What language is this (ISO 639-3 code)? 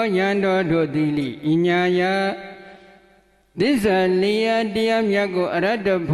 mya